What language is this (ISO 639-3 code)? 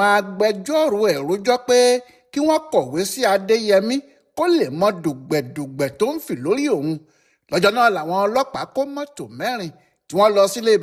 yor